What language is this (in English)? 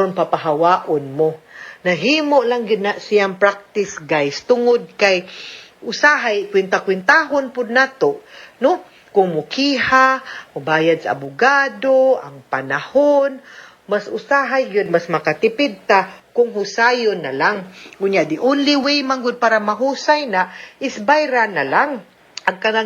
Cebuano